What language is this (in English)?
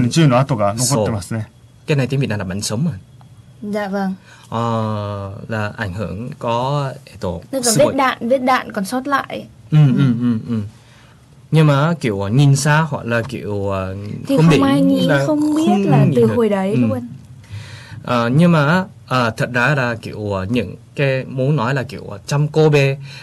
Vietnamese